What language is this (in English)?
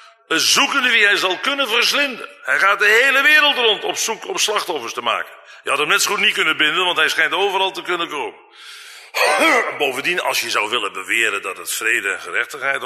Dutch